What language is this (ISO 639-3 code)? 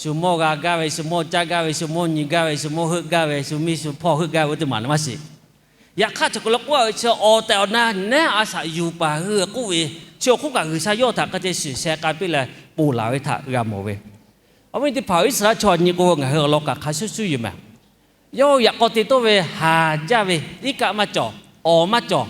lhu